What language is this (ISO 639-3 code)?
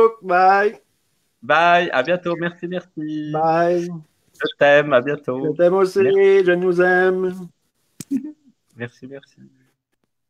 fra